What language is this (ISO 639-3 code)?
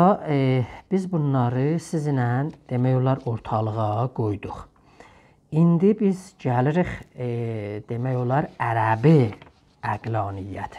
azb